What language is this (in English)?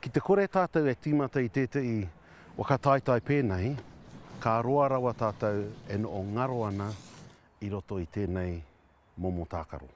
Māori